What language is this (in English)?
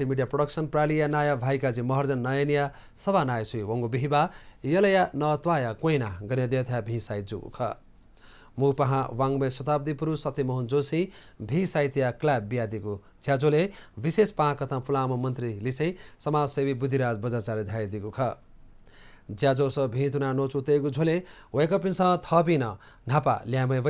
Newari